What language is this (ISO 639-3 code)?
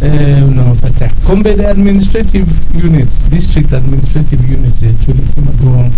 ach